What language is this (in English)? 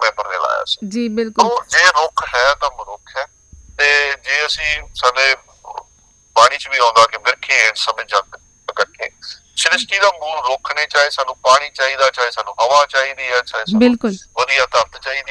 Punjabi